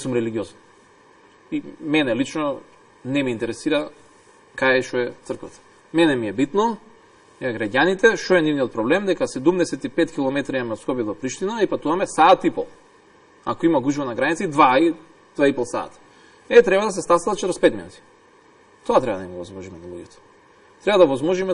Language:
Macedonian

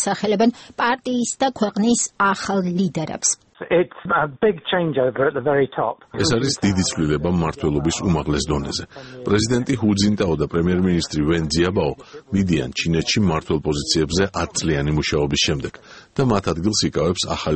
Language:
Georgian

